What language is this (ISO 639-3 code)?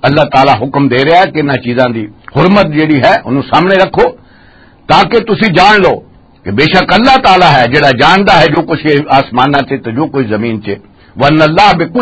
lah